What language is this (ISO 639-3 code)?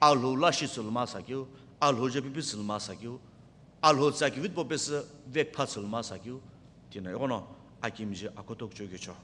nsm